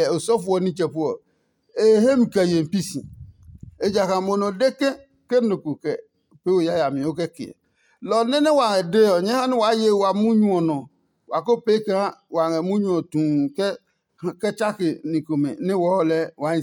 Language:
Adangme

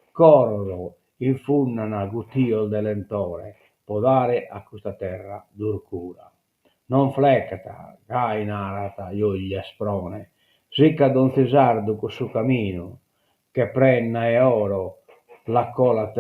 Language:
Sardinian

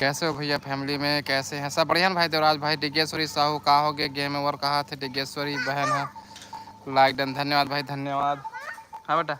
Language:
Chhattisgarhi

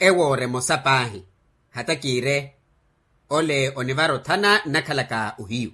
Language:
Makhuwa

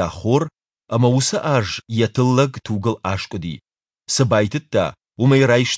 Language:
Ossetic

